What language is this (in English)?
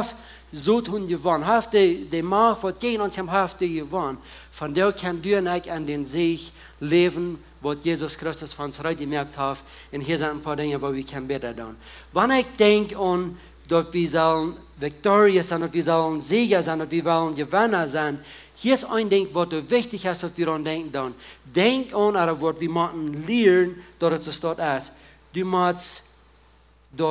Plautdietsch